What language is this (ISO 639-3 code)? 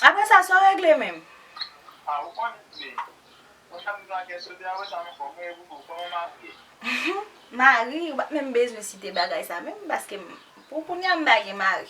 hat